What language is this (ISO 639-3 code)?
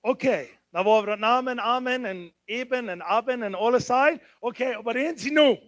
pdt